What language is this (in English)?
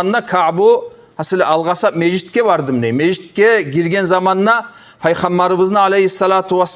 Kumyk